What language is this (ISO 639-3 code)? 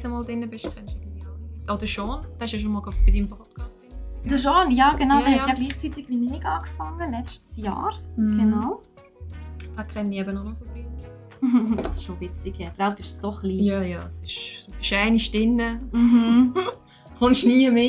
gsw